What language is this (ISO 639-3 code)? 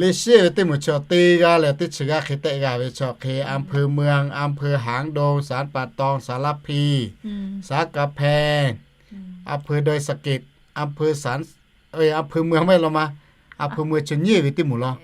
lhu